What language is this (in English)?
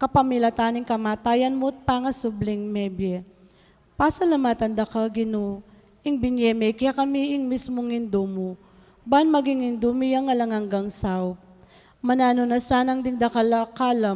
Pampanga